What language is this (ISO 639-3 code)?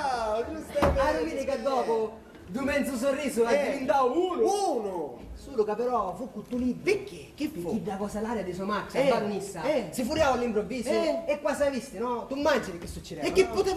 scn